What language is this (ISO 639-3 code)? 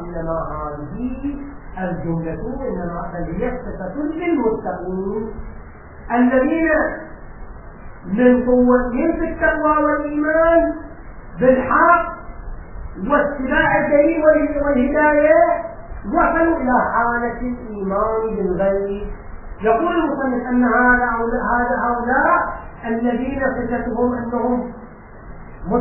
ara